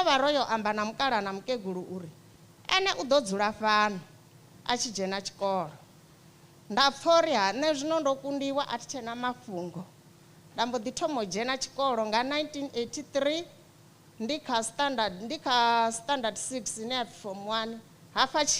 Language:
Venda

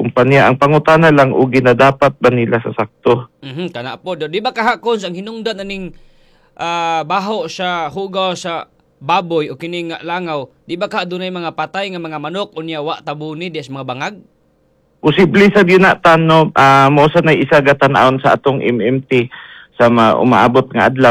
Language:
Cebuano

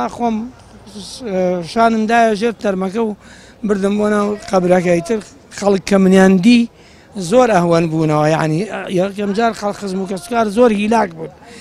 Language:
Central Kurdish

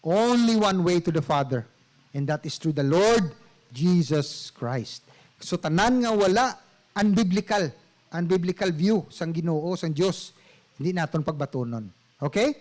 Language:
Hiligaynon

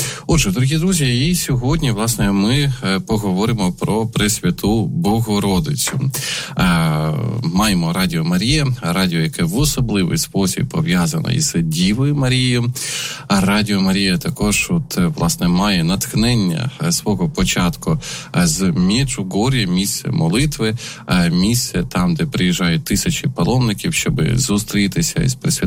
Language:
Ukrainian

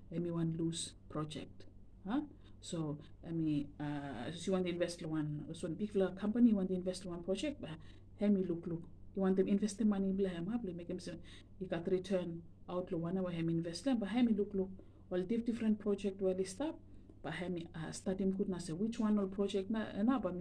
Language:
Bislama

